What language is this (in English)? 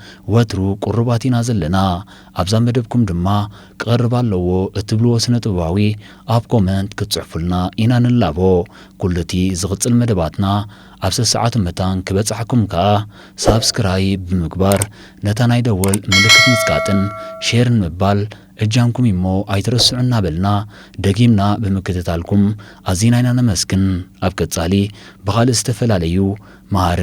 Tigrinya